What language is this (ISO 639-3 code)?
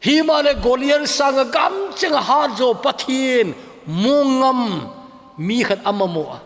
tcz